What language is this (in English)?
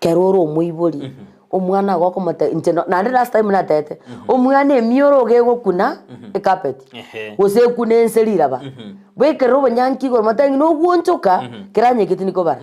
Gusii